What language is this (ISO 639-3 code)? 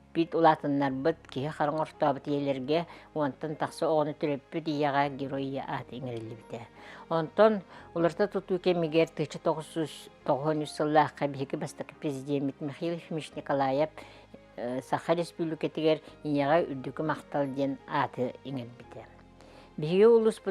sah